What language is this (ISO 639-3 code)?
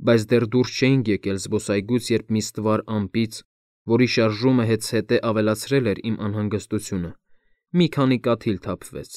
hye